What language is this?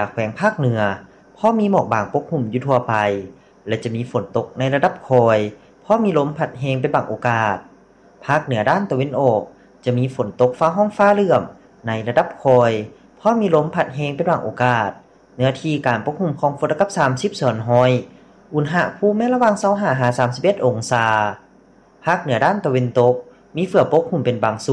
Lao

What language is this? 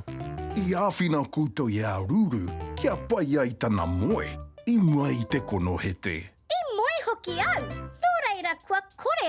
Māori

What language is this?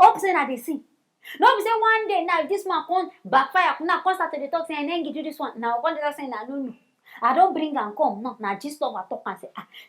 Nigerian Pidgin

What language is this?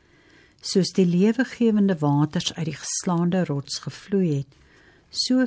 Afrikaans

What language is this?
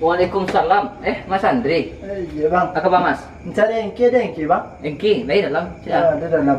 Minangkabau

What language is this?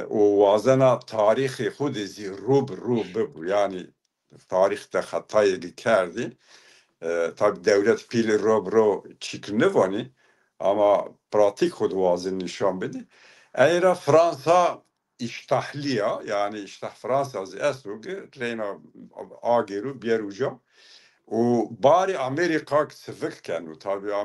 Zaza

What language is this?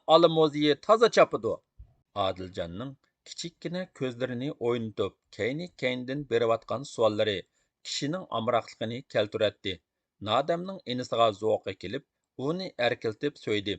Uyghur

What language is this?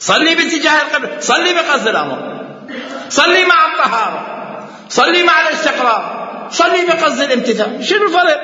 Mesopotamian Arabic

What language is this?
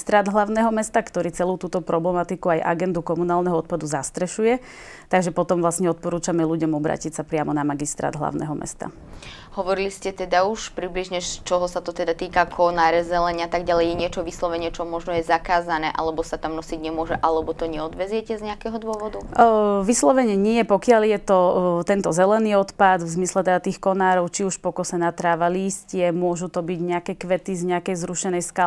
Slovak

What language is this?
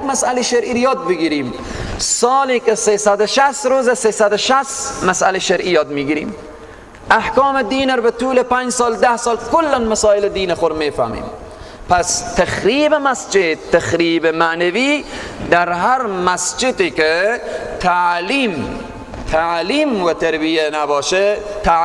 Persian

